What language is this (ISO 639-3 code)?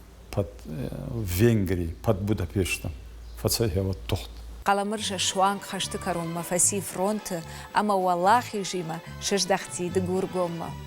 oss